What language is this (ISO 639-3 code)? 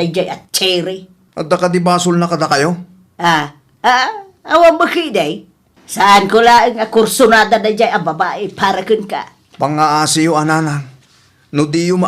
ilo